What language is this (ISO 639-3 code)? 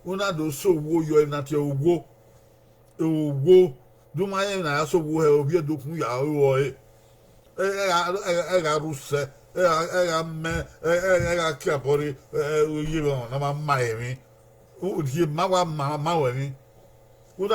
bin